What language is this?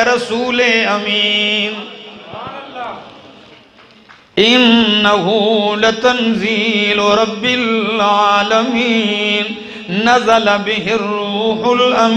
Urdu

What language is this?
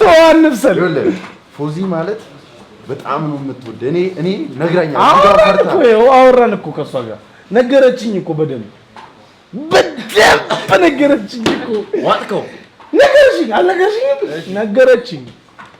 Amharic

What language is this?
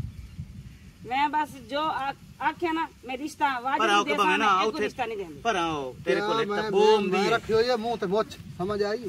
Punjabi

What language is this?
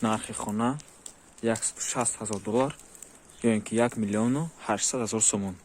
Tajik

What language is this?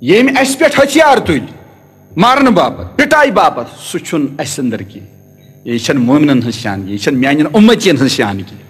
Kashmiri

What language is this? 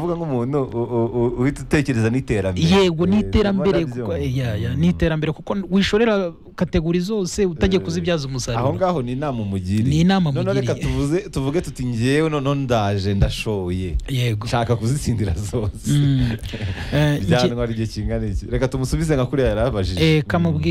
Kinyarwanda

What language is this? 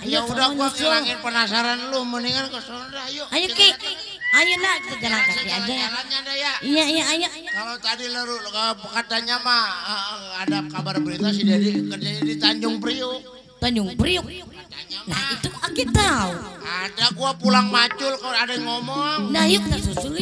Betawi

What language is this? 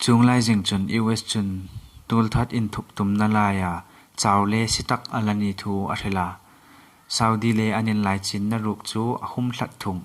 Hmar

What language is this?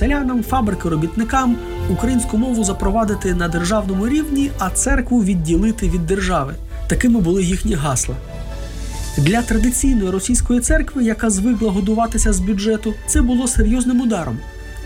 Ukrainian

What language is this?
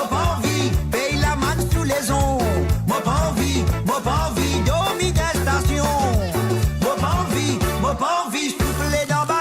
Morisyen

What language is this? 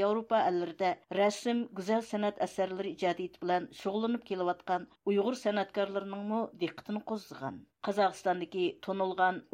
Uyghur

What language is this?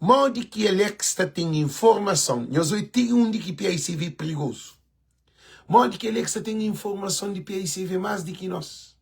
Kabuverdianu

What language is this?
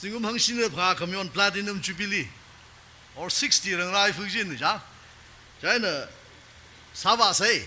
Tangkhul Naga (India)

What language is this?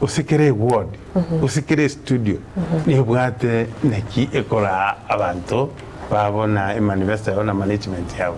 Gusii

